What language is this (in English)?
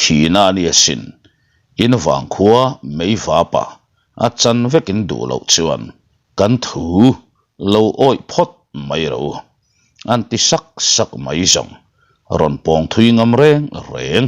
Mizo